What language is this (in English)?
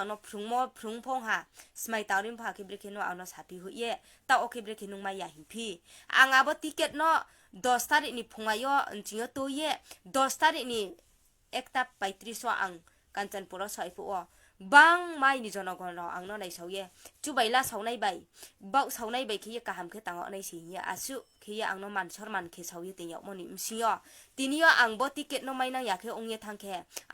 Riang (India)